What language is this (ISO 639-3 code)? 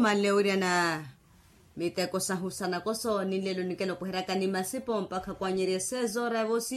vmw